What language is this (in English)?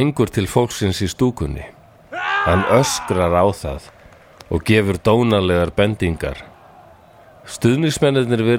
Icelandic